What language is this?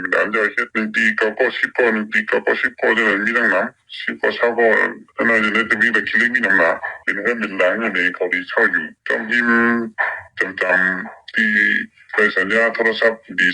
Shan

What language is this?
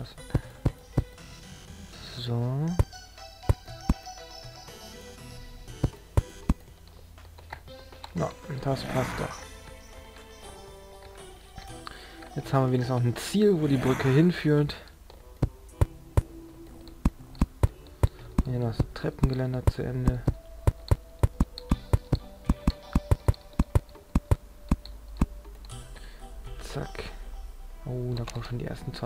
German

